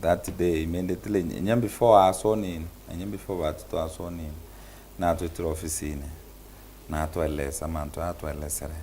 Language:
Meru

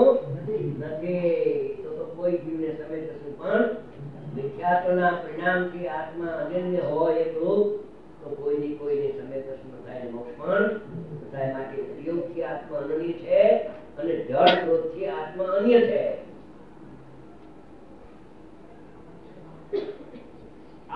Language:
Gujarati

